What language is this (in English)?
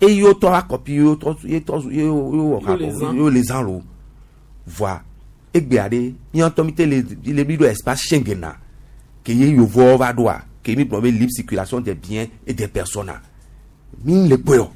Gen